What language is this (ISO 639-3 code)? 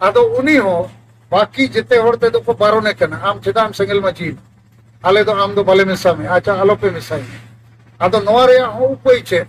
sat